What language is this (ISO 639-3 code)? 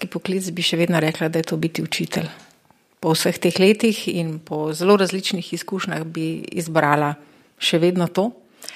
slv